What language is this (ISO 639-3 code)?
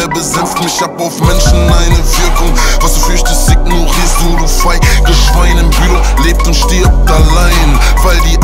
deu